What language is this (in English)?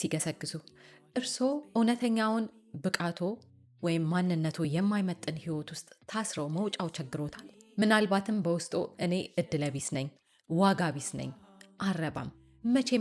Amharic